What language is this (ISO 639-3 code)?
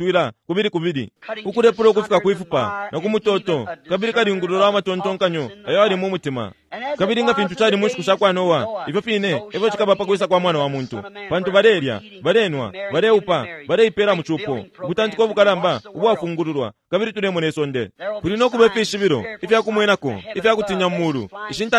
bem